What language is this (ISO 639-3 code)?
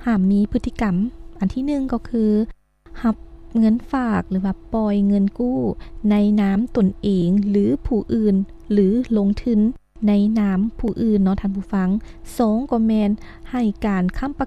lao